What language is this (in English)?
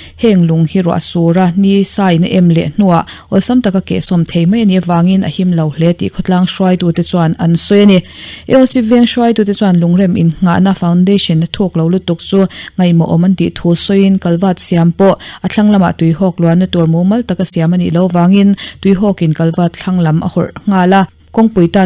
Mizo